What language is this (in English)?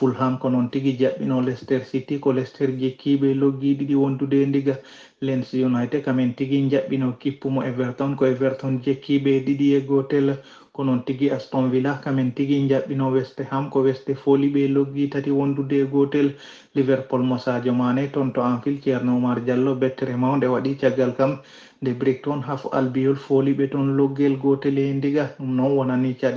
Fula